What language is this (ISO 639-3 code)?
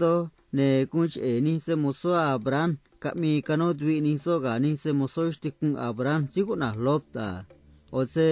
trc